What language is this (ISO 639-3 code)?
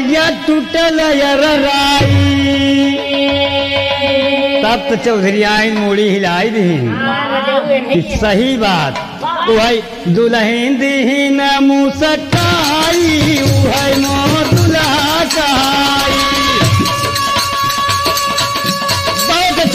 bho